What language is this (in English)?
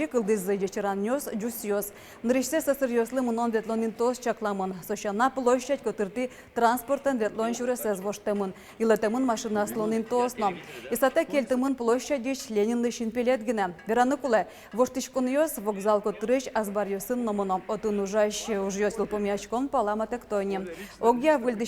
Udmurt